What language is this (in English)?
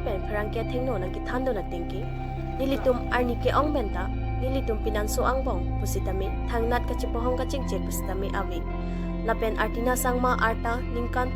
Karbi